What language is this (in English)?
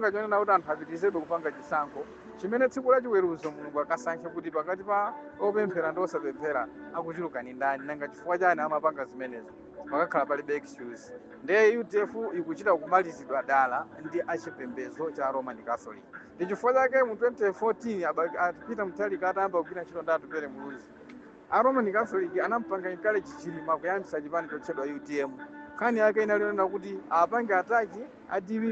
Nyanja